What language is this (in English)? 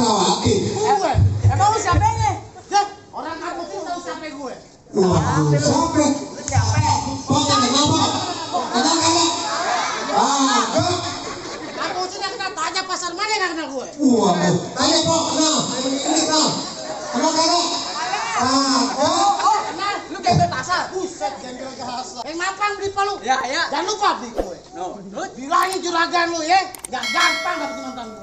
Betawi